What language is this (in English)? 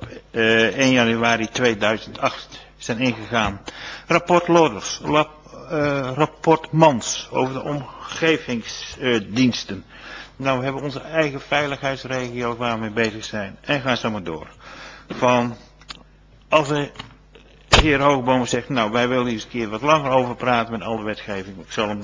Dutch